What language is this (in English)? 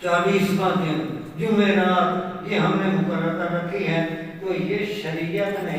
Saraiki